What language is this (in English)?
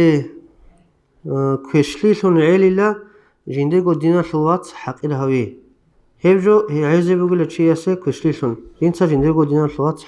Avaric